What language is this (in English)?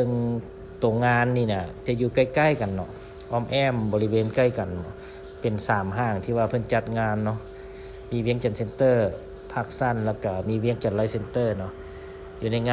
Lao